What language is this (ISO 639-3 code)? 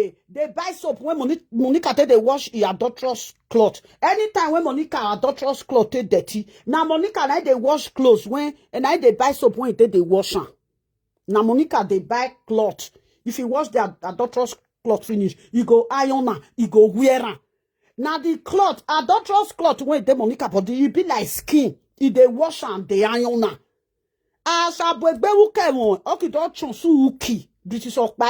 pcm